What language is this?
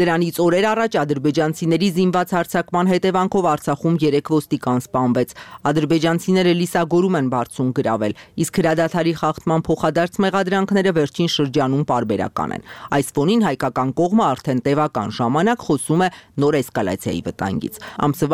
Armenian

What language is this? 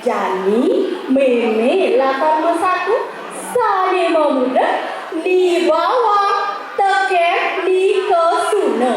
Balinese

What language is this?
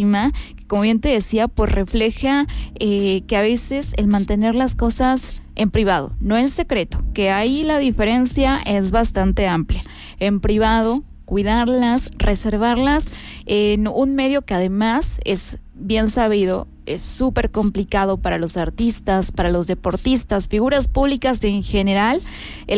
Spanish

